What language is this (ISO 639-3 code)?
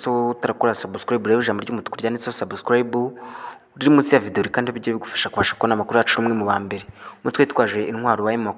kin